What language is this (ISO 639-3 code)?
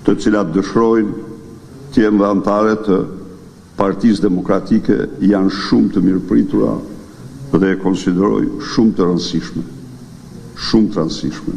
sqi